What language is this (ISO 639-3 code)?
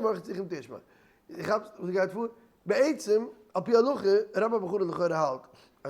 yid